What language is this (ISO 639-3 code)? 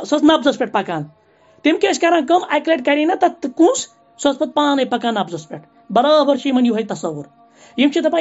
kas